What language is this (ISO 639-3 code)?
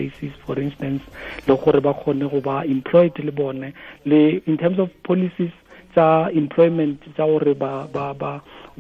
tsn